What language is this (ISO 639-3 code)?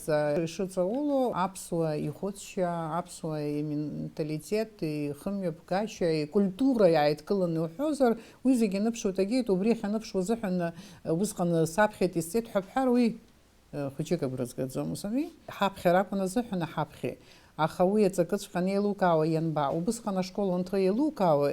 abk